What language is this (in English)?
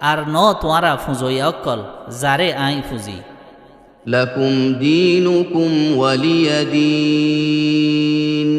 Rohingya